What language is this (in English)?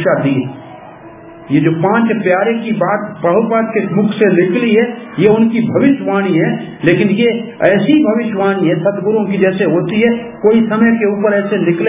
Hindi